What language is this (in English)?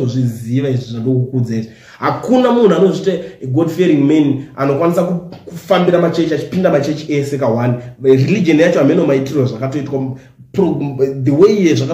Shona